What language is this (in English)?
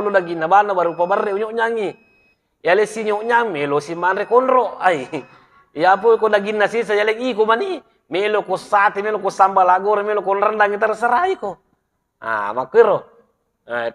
Buginese